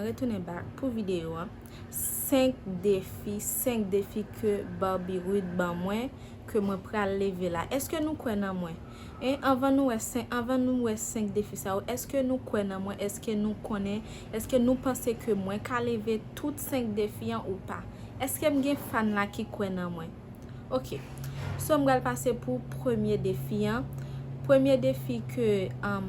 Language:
Haitian Creole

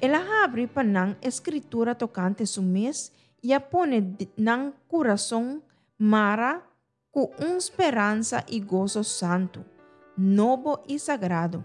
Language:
Papiamento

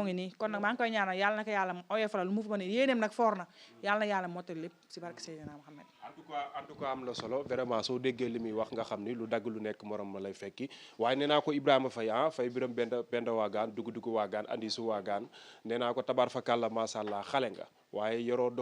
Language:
Wolof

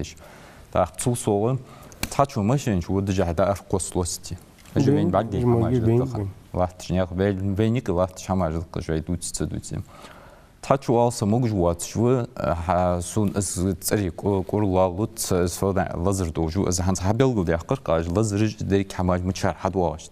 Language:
Ingush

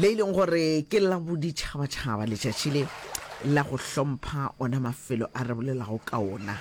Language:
Northern Sotho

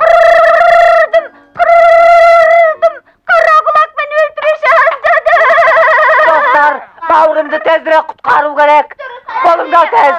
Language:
Kazakh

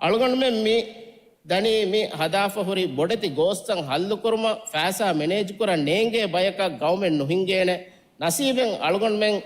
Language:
Divehi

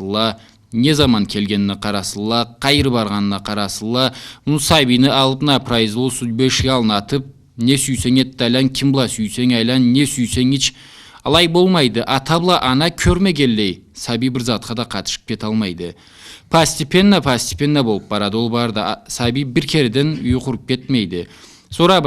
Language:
Karachay-Balkar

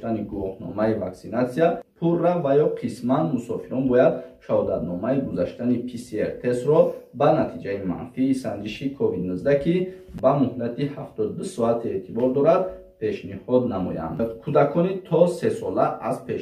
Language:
Tajik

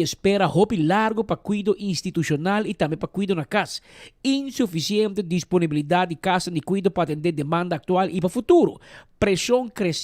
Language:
Papiamento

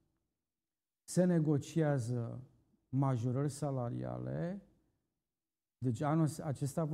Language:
Romanian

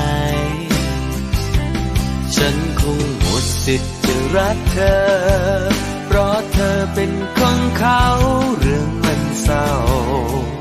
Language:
Thai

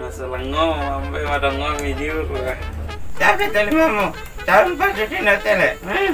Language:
Duri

